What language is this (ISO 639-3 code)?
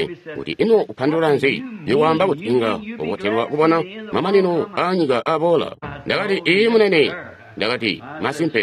toi